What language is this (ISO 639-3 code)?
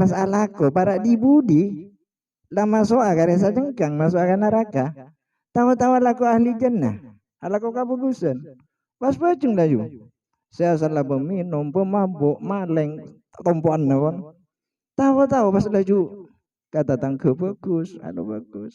mad